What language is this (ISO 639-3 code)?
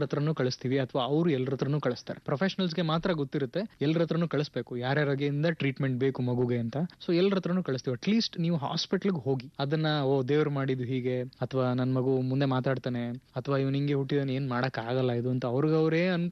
kan